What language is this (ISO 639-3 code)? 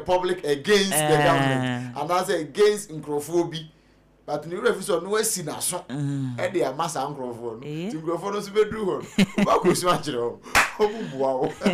aka